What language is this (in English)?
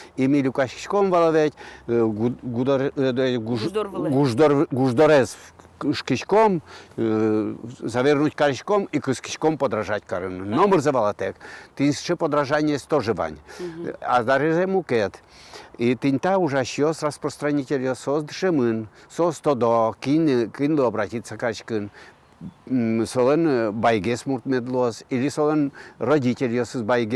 Udmurt